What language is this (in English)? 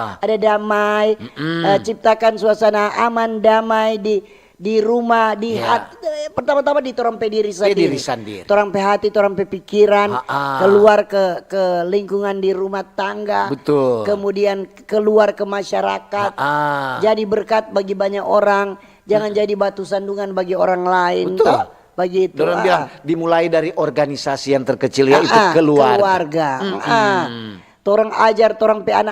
Manado Malay